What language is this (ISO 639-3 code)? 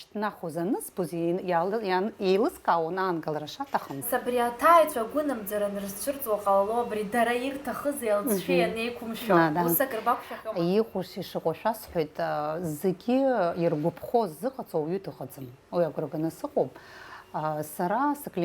abk